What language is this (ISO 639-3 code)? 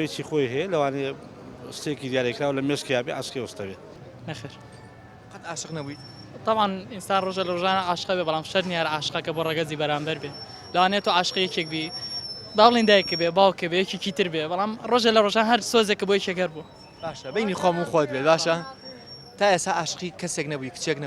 ckb